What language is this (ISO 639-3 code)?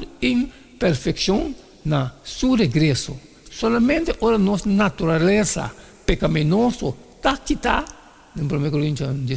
pap